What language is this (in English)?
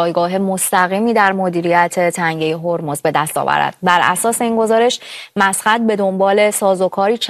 Persian